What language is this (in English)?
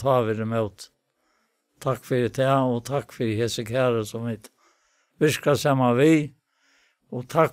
Faroese